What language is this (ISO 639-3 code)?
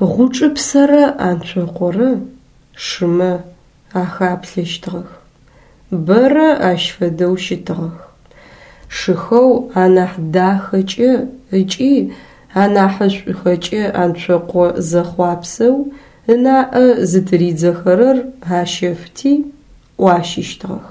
ady